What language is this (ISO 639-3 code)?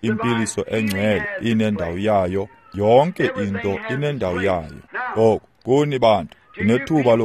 xho